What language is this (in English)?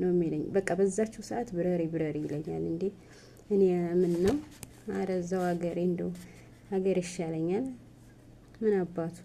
Amharic